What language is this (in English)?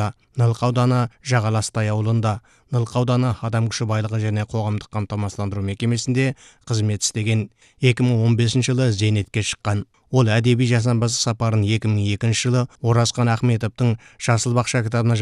Kazakh